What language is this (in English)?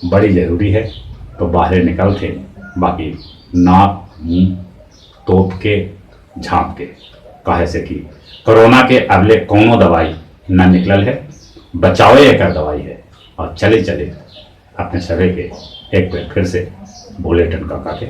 Magahi